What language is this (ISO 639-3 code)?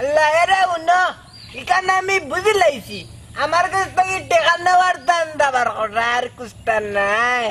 syl